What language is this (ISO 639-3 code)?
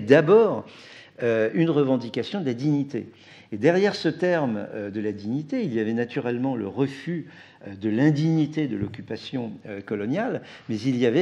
fra